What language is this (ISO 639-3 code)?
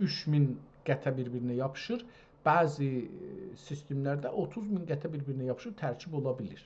azb